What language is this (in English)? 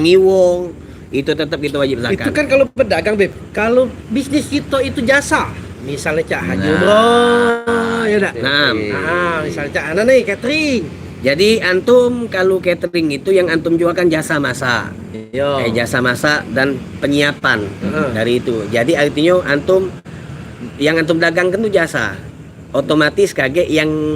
Musi